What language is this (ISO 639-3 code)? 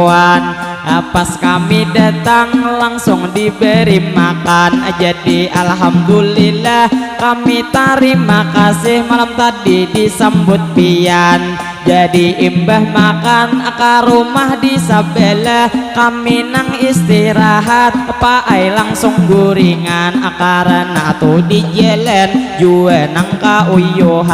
bjn